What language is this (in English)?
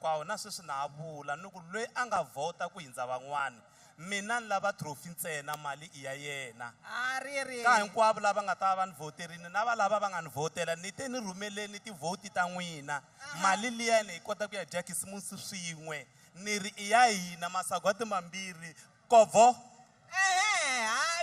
Tsonga